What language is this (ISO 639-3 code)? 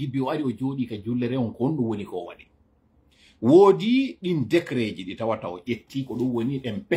ful